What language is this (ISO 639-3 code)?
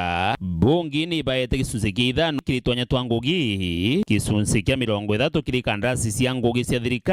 mer